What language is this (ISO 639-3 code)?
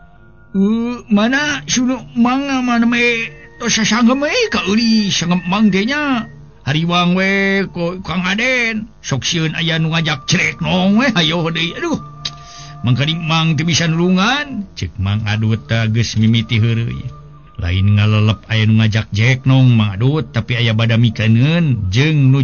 sun